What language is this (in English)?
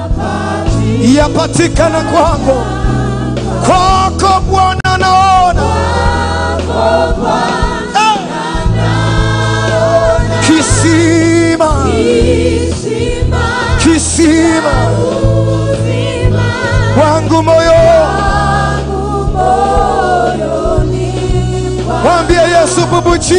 Swahili